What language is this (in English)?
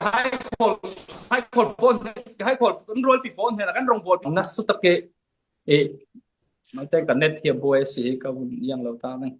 Falam Chin